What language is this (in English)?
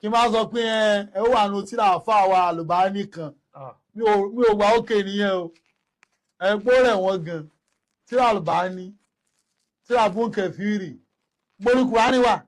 Yoruba